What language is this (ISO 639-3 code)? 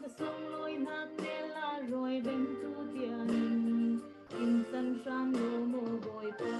cfm